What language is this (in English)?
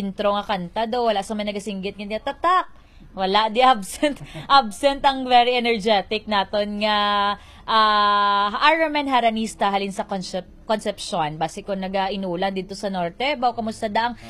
Hiligaynon